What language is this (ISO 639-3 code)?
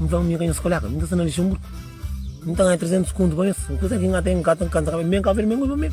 kea